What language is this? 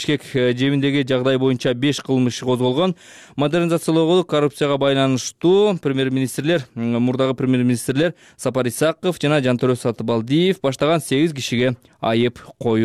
Kyrgyz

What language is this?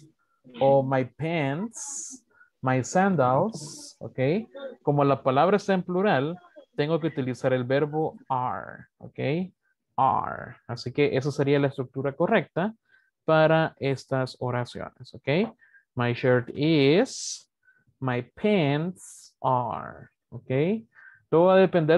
Spanish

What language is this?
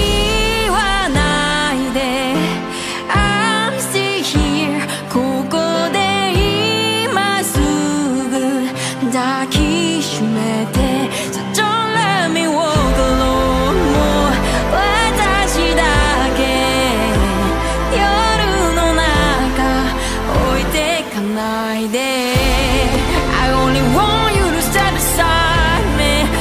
Japanese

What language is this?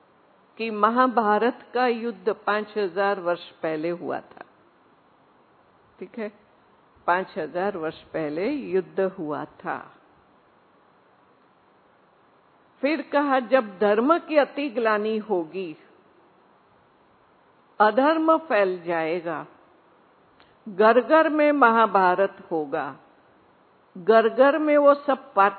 Hindi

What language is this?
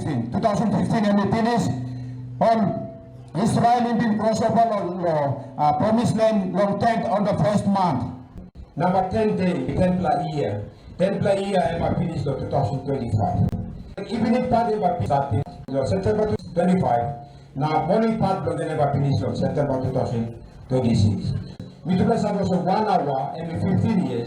Tok Pisin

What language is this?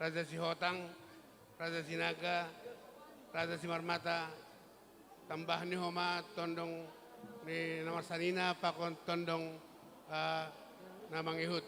Batak Simalungun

